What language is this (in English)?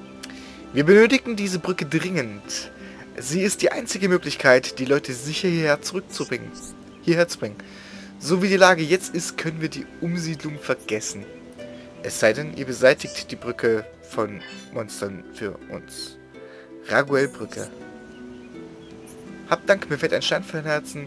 German